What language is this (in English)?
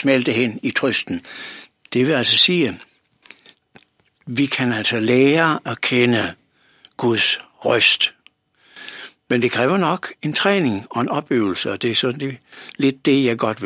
Danish